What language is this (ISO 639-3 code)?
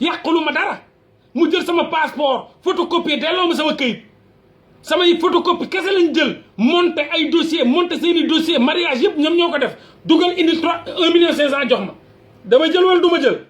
wol